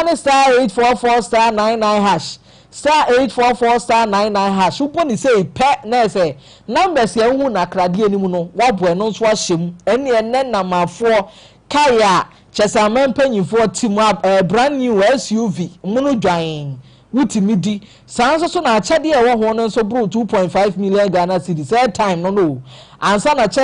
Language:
Akan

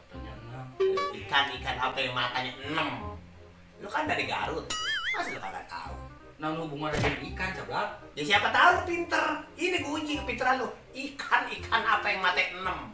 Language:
Betawi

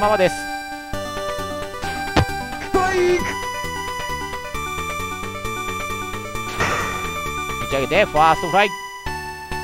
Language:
Japanese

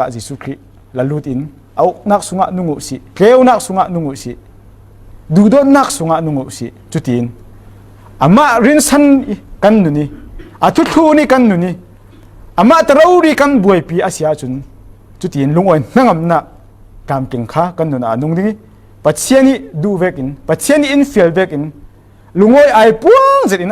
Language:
Falam Chin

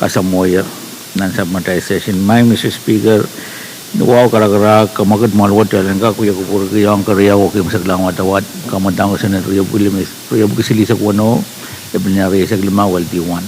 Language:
Pohnpeian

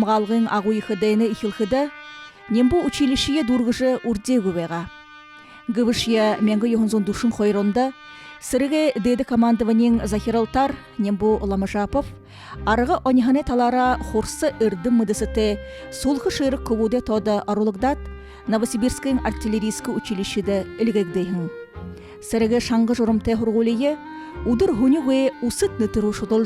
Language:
Buriat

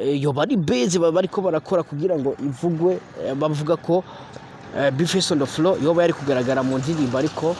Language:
Rundi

